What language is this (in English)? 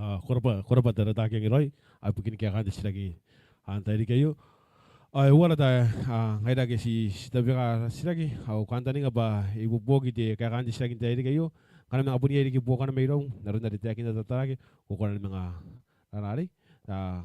Gilbertese